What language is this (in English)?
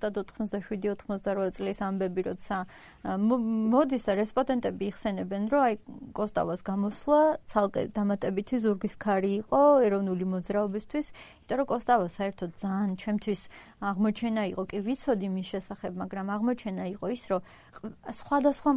Georgian